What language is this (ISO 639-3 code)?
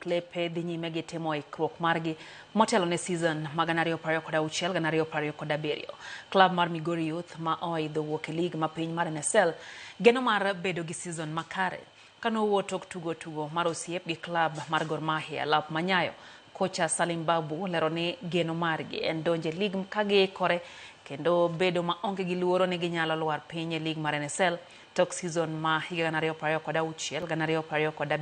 luo